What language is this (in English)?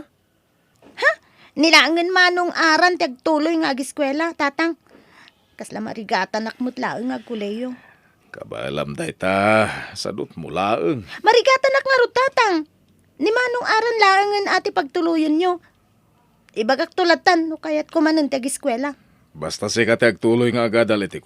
Iloko